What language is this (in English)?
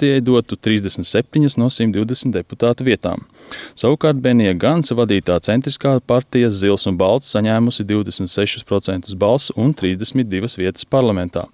Latvian